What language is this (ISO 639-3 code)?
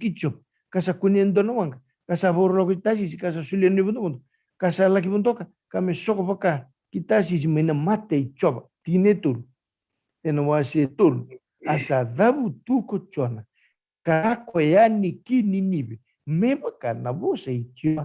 fij